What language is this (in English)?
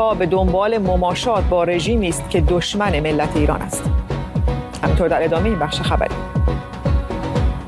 Persian